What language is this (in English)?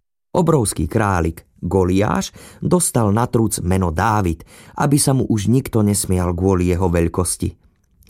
Slovak